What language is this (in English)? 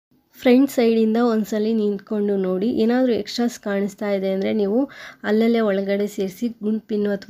Kannada